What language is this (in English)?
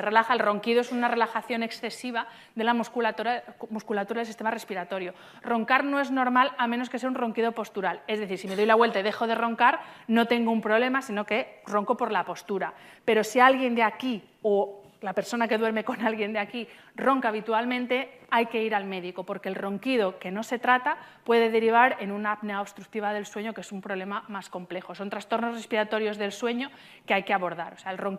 Spanish